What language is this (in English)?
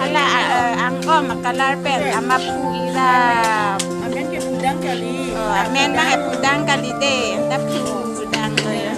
Karbi